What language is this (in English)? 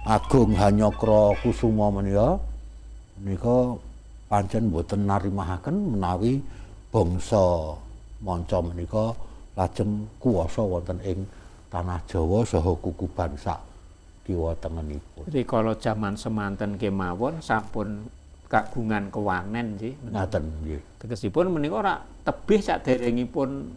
Javanese